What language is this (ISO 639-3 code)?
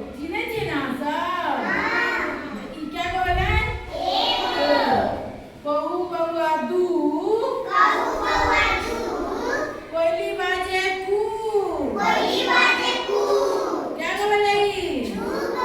mai